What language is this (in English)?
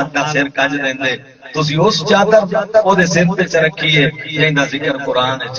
Saraiki